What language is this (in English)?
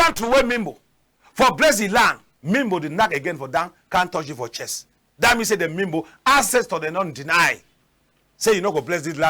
Cameroon Pidgin